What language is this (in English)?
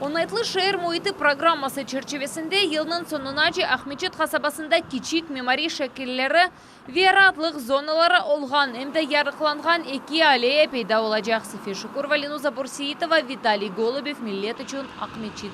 Crimean Tatar